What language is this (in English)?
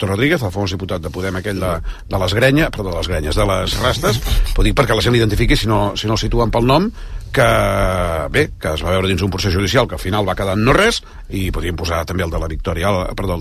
Catalan